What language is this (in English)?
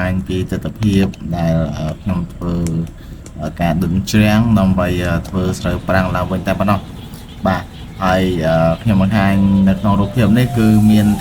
Khmer